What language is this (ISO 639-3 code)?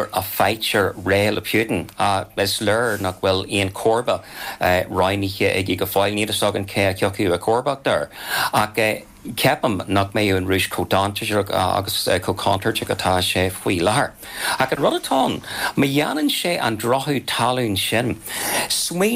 gle